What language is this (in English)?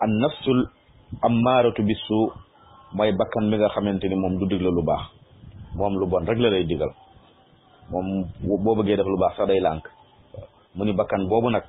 Wolof